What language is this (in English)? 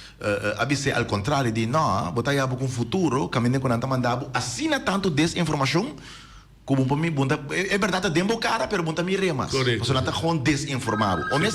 Papiamento